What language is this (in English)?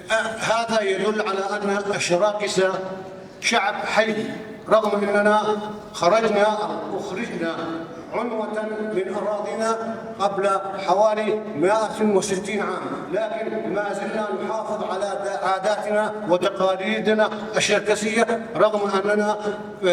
North Levantine Arabic